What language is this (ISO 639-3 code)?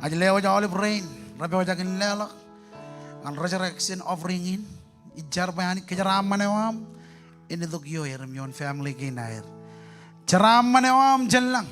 mah